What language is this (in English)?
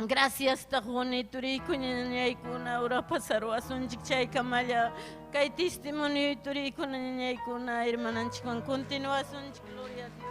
Ayacucho Quechua